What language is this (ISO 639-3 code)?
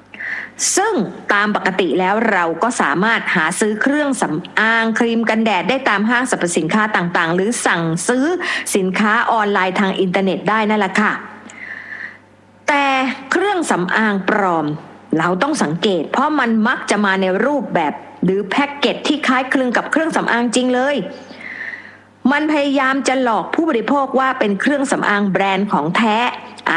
tha